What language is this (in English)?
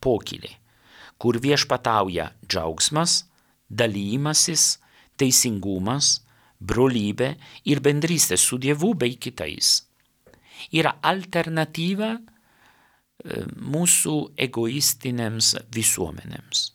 Lithuanian